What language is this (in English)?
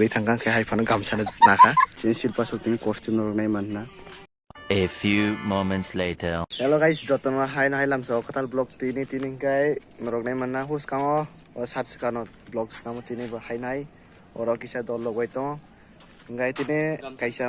Kok Borok